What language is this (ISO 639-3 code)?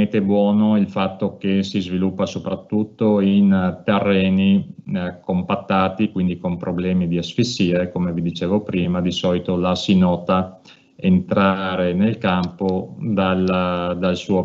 ita